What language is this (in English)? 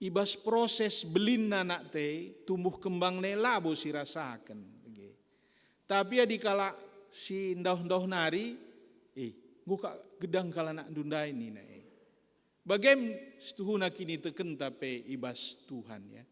Batak Karo